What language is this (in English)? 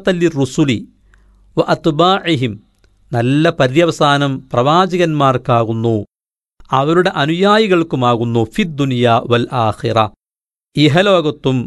Malayalam